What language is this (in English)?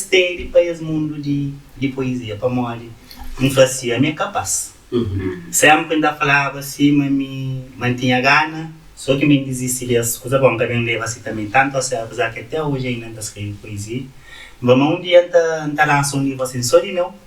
Kabuverdianu